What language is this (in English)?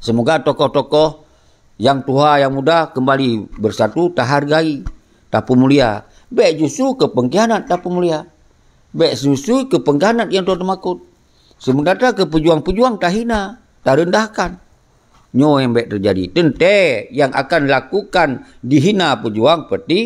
Achinese